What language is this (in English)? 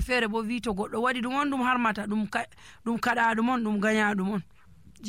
Nigerian Fulfulde